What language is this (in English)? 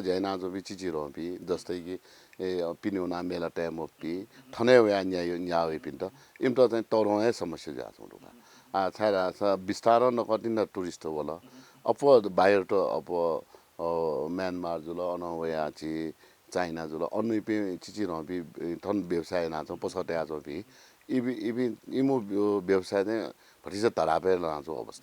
Newari